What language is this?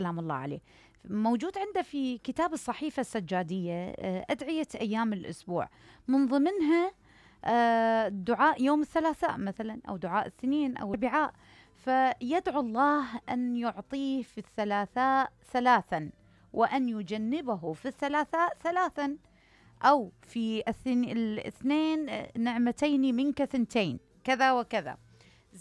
Mesopotamian Arabic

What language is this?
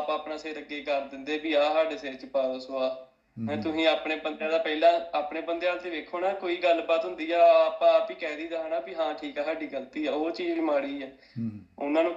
Punjabi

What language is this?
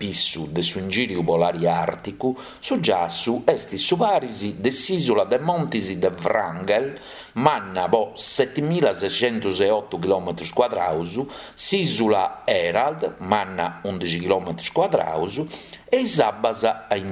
Sardinian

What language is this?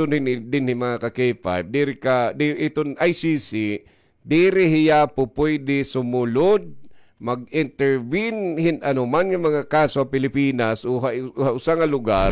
Waray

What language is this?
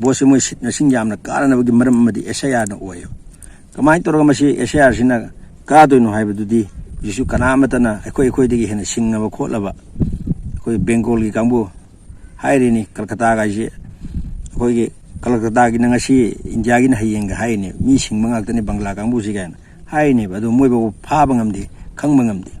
Manipuri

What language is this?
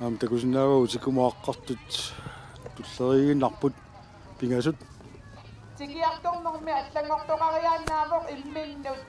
Kalaallisut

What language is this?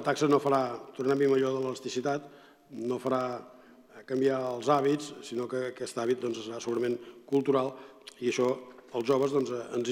Catalan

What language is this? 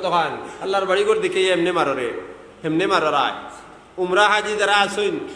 Sylheti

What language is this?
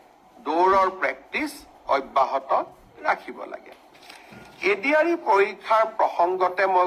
Assamese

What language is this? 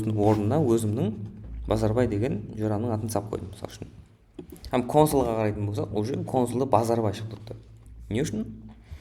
Kara-Kalpak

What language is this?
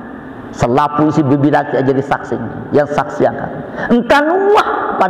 Sasak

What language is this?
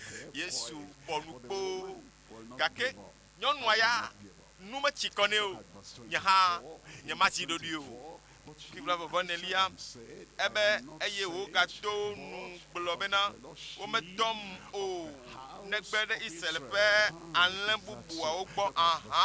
Ewe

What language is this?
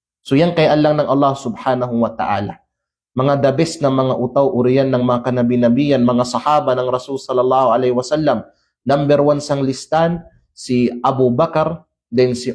Kalagan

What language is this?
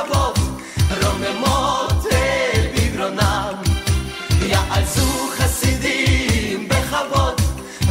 Hebrew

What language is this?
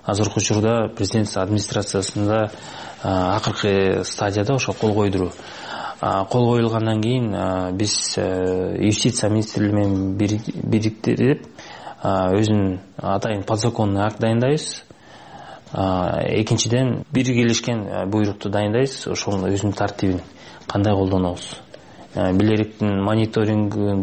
Kyrgyz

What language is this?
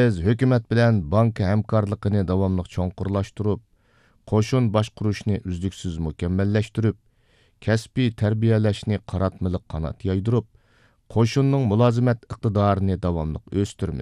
Uyghur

